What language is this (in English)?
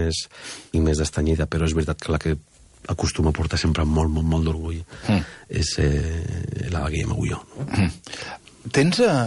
Catalan